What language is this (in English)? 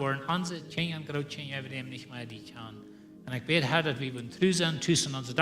Plautdietsch